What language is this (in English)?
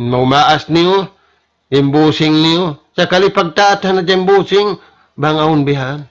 Tausug